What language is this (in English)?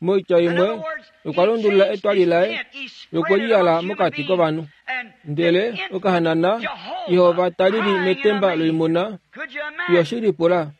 Kuanyama